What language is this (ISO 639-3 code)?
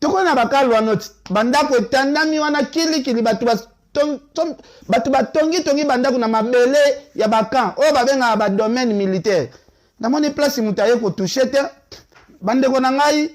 lin